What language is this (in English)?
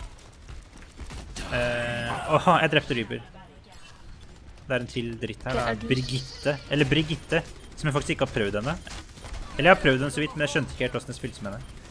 Norwegian